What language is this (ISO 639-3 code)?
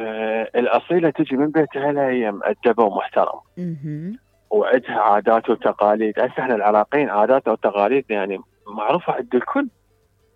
acm